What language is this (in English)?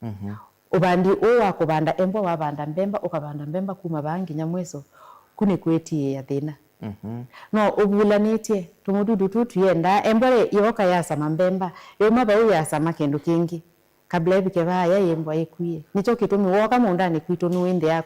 Kamba